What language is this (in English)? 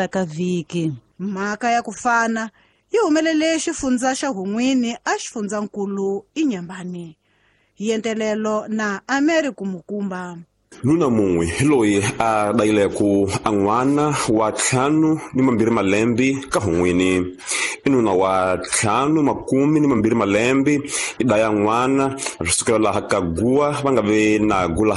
Tsonga